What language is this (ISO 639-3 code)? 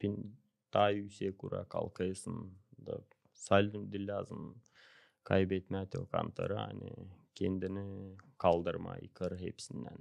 gag